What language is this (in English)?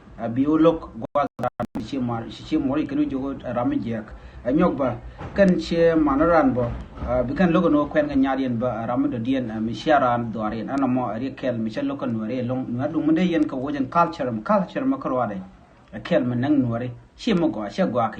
Nuer